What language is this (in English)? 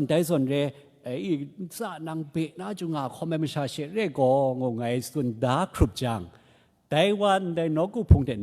Kachin